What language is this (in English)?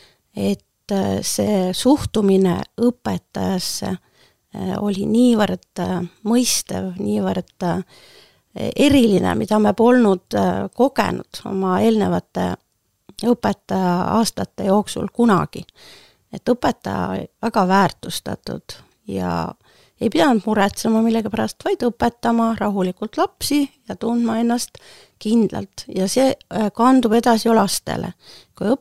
Estonian